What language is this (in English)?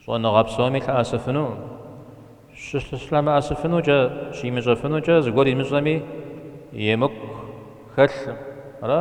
Kabardian